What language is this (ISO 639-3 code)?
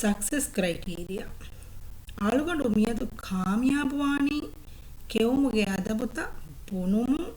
div